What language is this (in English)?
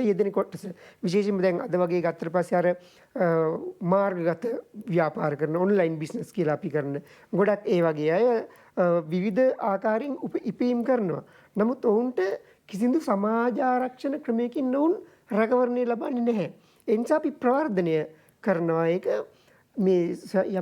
Sinhala